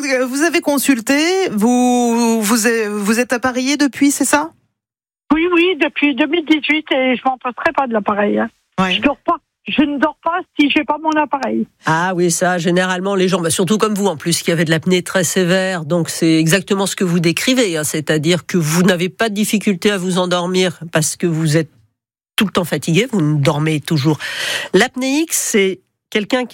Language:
French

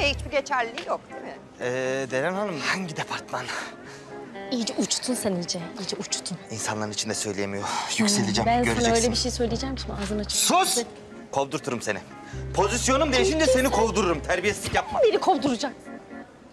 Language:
Turkish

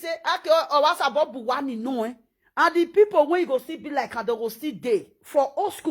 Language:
Nigerian Pidgin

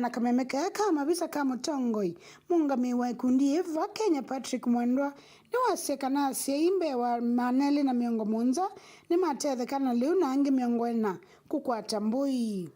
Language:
Kamba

